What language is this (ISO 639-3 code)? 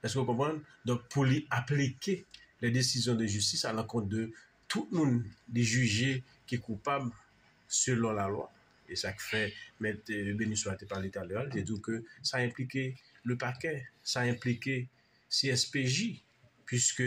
hat